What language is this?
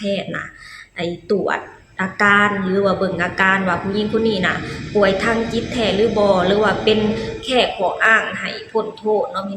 Lao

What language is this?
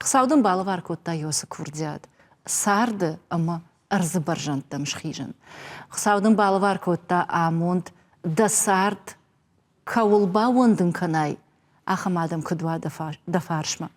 Ossetic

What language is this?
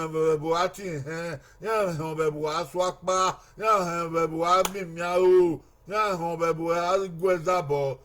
Bini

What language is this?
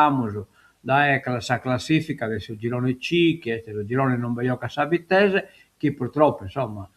Sardinian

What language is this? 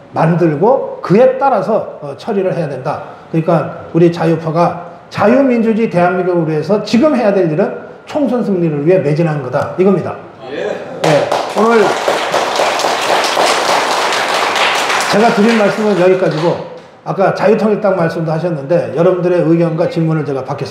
Korean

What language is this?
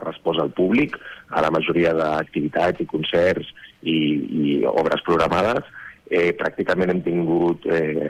Catalan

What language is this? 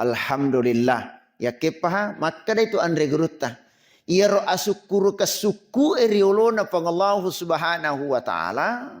Buginese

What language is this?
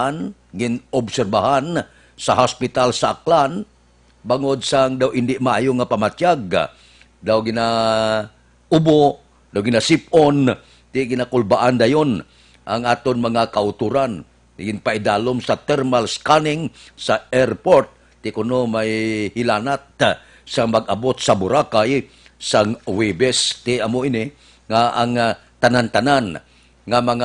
Hiligaynon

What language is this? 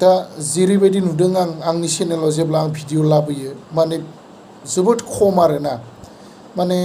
Bodo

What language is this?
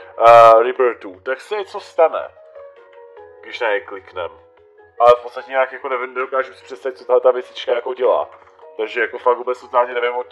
Czech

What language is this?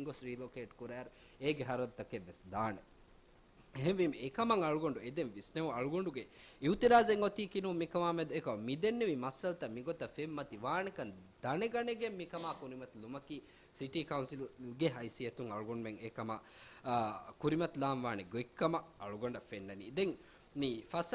Divehi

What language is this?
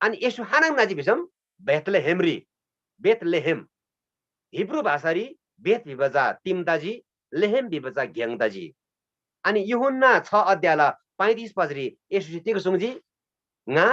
Eastern Tamang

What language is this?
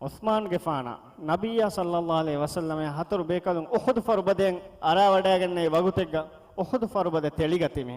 Divehi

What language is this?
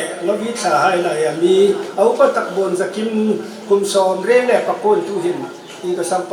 Hmar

